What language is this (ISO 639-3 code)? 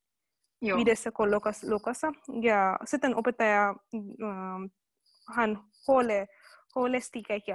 fin